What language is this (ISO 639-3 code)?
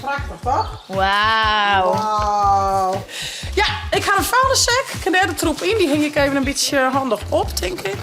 fry